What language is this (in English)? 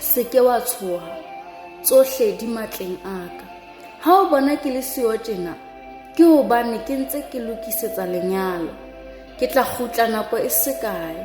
Southern Sotho